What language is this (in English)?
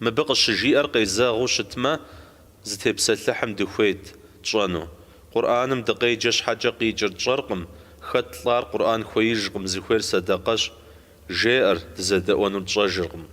Kabardian